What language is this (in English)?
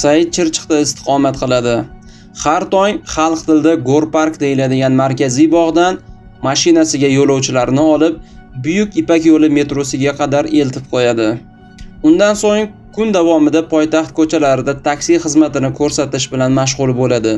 Uzbek